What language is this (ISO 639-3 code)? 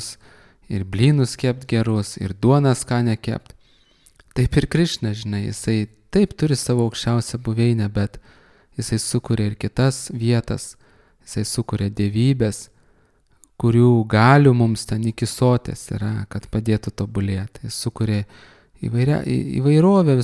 lit